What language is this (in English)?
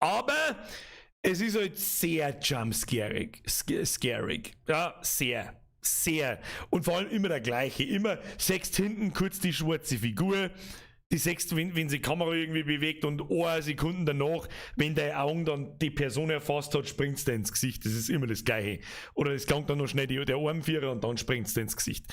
Bavarian